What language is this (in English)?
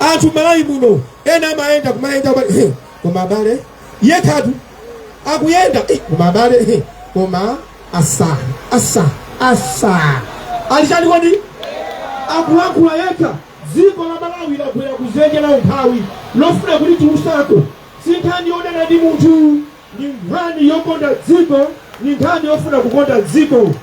Nyanja